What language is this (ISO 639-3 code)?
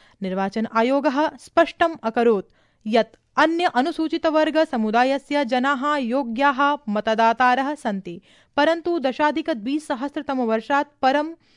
san